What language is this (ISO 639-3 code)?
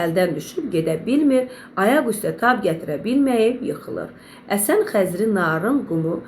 aze